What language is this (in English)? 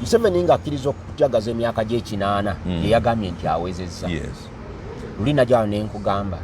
Ganda